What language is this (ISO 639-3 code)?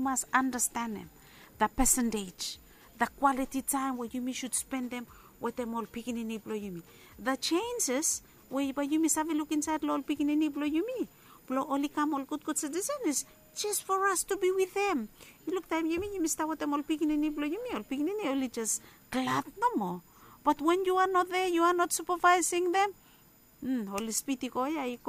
bis